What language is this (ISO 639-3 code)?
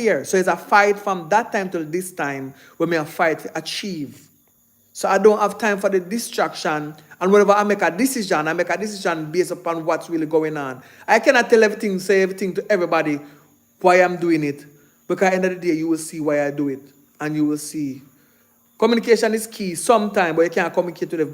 jam